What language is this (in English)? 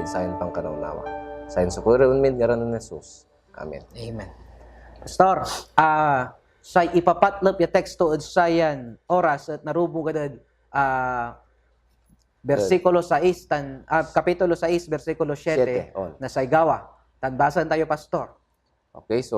Pangasinan